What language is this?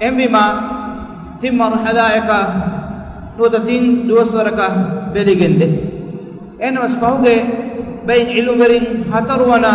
Divehi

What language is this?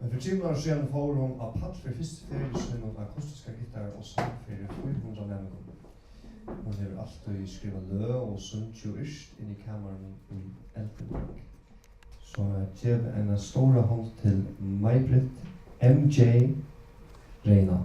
Faroese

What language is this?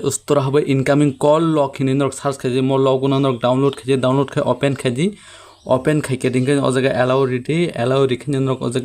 Kok Borok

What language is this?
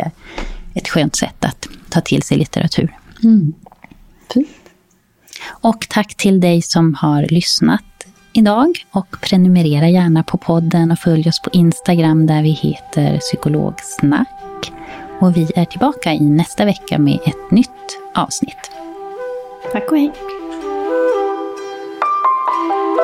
Swedish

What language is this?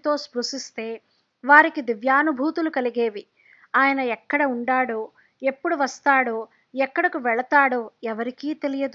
Telugu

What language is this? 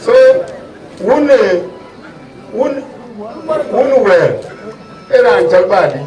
Dinka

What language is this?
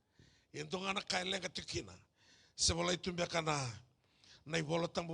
Fijian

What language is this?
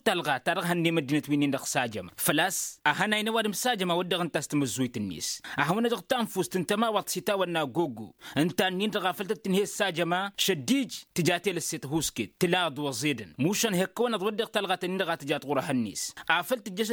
Tamasheq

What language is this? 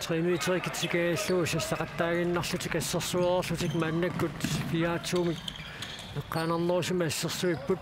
Kalaallisut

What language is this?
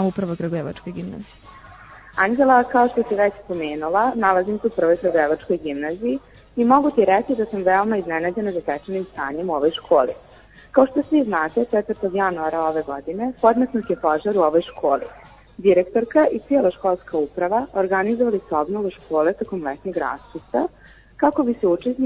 Serbian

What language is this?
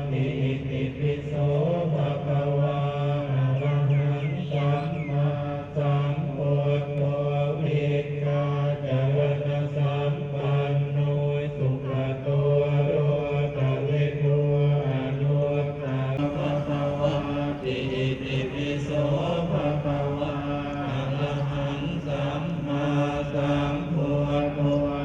Pali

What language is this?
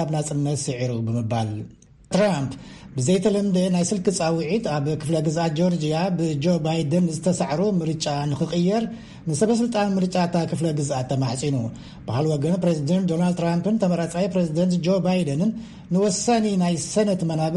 Tigrinya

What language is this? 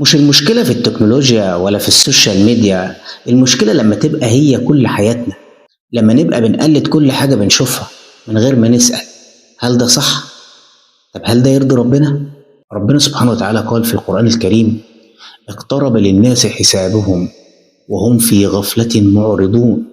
Egyptian Arabic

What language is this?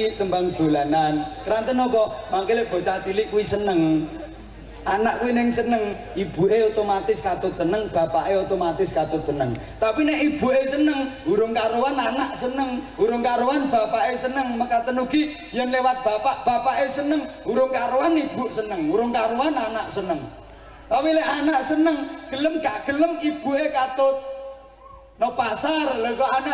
Javanese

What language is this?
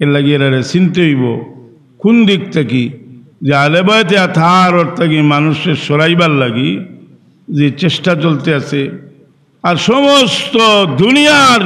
Sylheti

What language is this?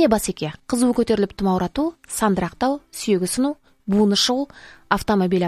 Kazakh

